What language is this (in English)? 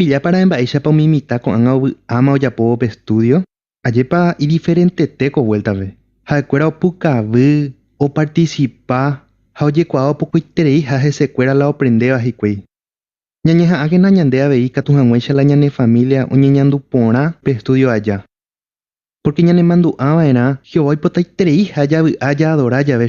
Guarani